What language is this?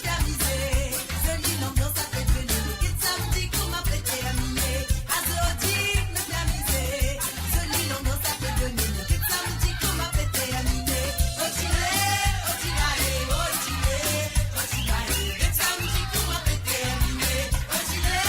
Morisyen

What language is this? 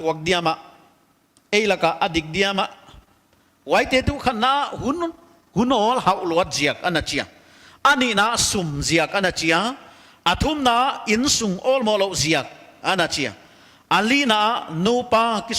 Paite Chin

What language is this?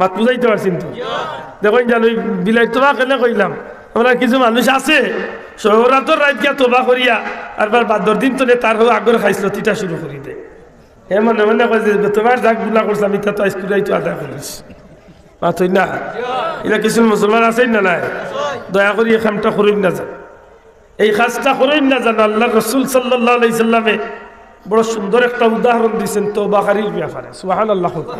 Sylheti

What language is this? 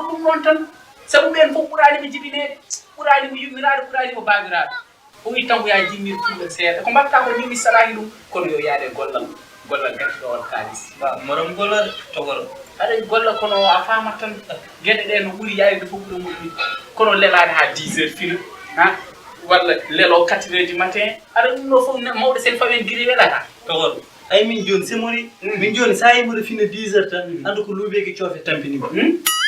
Fula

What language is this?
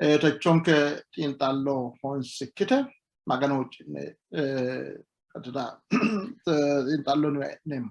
Sidamo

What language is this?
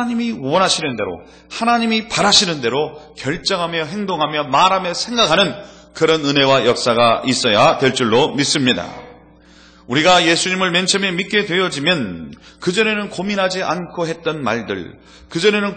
Korean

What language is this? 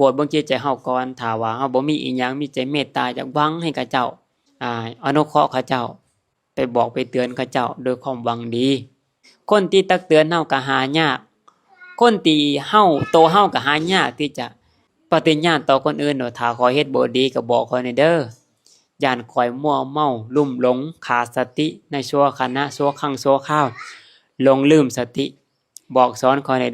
Lao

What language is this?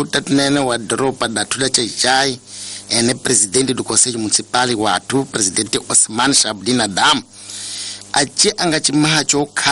Tsonga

